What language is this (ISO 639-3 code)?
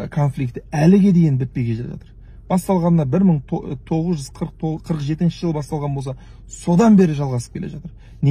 kaz